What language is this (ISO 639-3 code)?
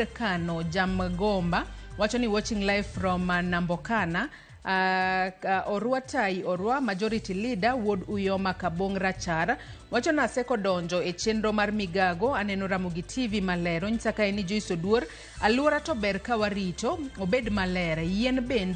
luo